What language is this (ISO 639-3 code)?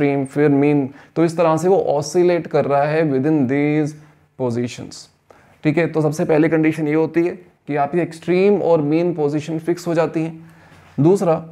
hin